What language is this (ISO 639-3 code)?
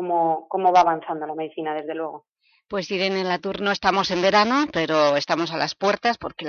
spa